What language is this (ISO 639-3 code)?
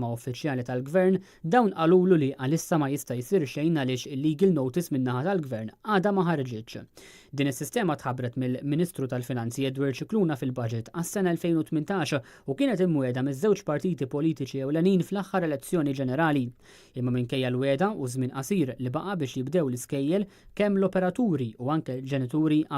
mlt